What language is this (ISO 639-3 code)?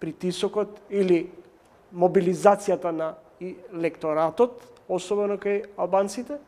mkd